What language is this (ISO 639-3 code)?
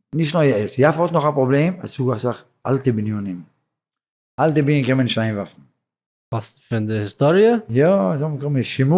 yid